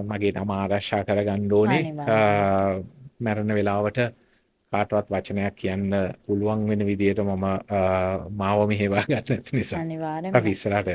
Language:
Sinhala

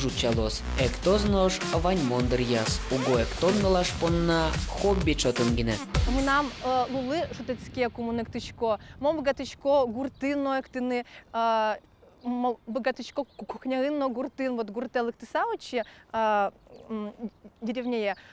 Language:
Udmurt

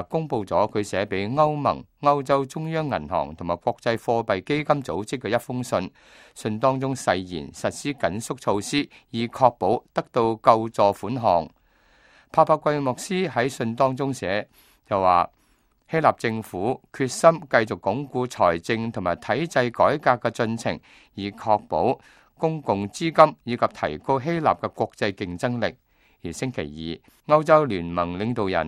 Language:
Cantonese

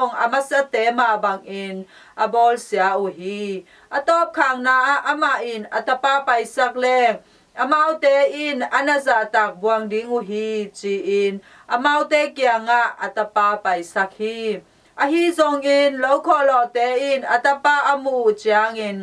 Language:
Tedim Chin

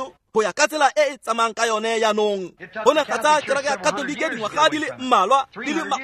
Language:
Tswana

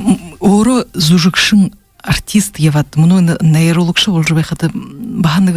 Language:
Buriat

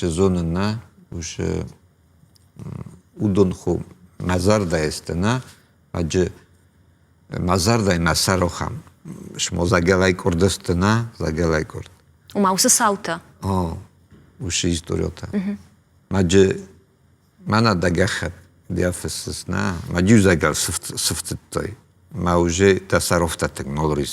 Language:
Ossetic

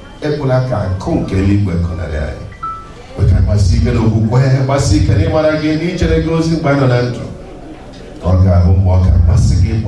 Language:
Igbo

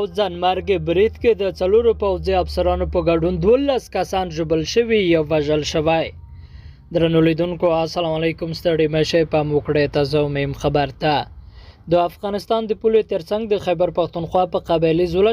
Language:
Pashto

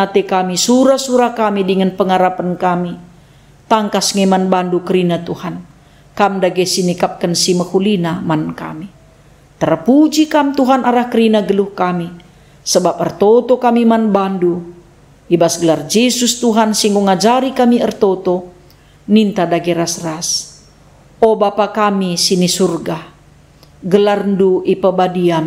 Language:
Batak Karo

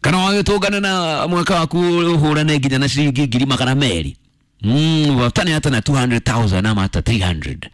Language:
Kikuyu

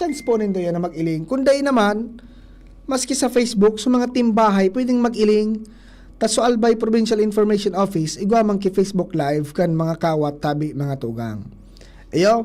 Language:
Bikol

